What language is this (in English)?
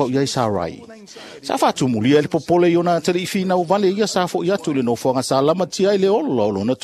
Samoan